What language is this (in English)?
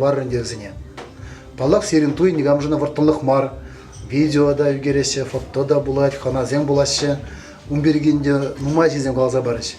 Chuvash